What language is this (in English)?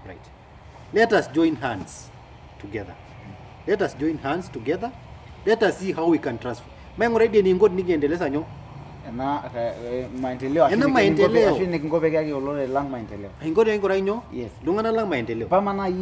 Masai